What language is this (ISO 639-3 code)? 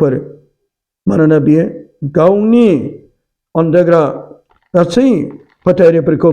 brx